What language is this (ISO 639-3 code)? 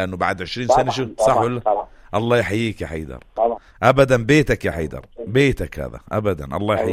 apc